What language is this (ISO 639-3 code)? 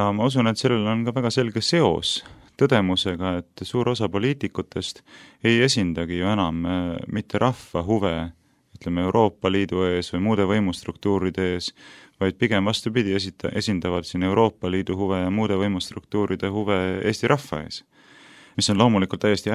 est